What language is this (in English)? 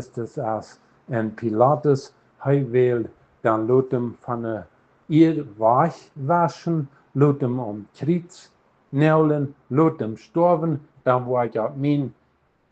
Plautdietsch